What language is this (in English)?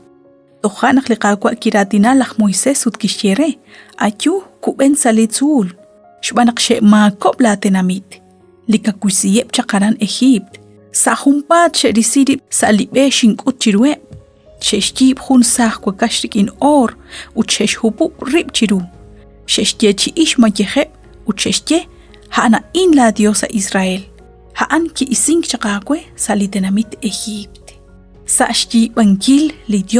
Kekchí